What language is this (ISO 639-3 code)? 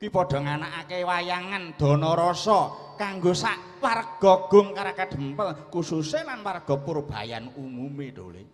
jav